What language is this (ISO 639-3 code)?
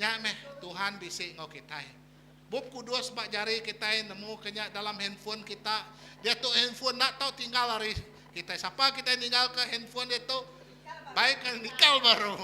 iba